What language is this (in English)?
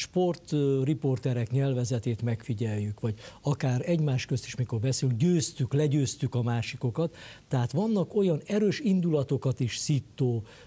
Hungarian